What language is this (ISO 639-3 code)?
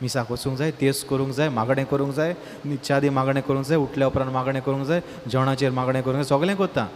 kok